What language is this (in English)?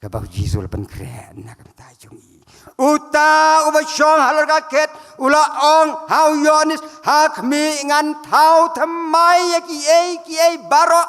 Khasi